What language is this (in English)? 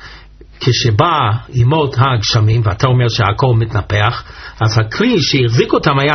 Hebrew